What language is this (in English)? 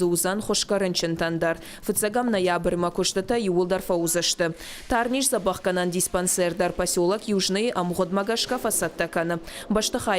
Ossetic